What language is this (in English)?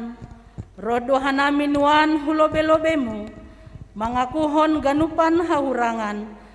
Batak Simalungun